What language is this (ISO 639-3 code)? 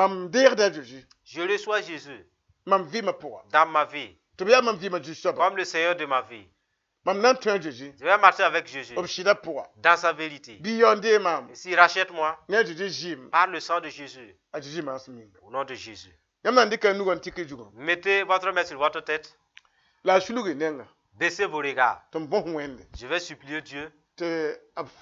mos